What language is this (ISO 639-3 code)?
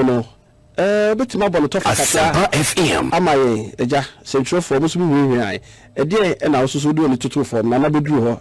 aka